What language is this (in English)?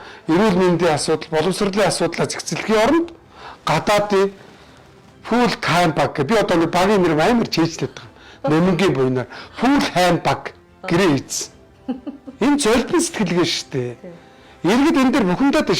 Mongolian